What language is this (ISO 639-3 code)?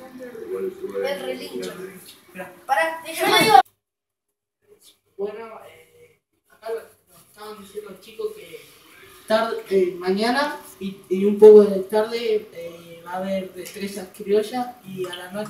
spa